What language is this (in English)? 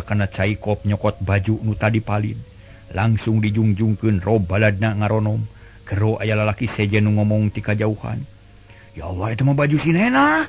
Sundanese